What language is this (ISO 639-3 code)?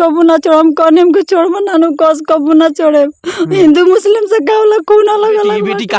bho